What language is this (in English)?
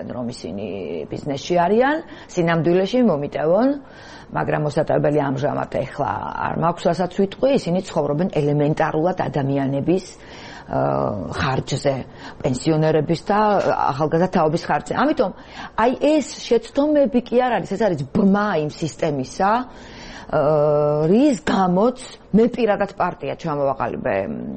Georgian